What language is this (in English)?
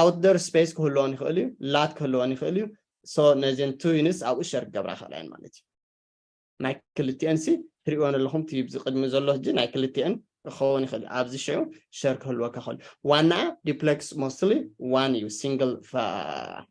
Tigrinya